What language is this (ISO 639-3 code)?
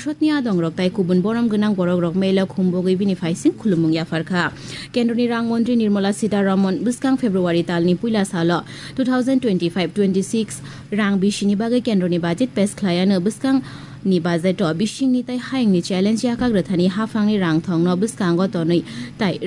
trp